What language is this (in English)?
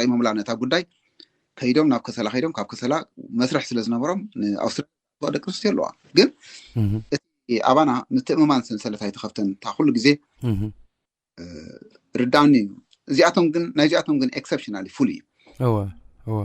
Tigrinya